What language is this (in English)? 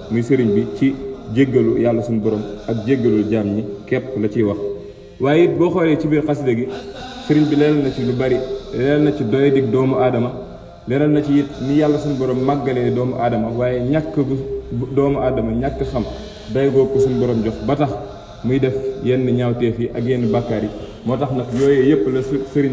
Wolof